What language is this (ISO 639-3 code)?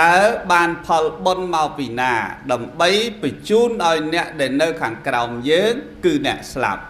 khm